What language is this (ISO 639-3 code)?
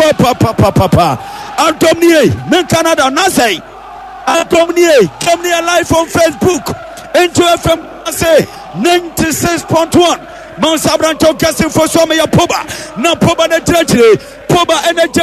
aka